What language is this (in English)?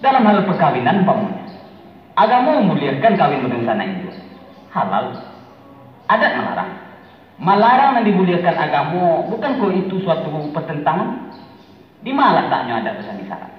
Minangkabau